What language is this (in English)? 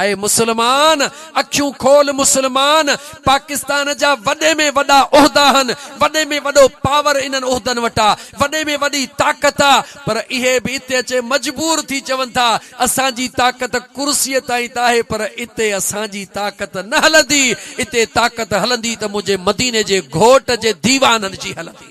Sindhi